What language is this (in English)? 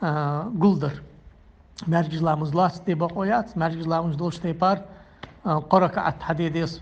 Ingush